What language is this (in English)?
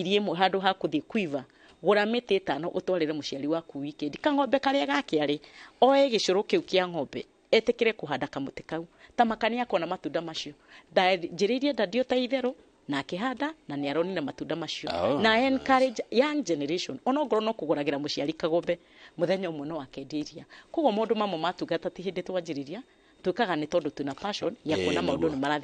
Kikuyu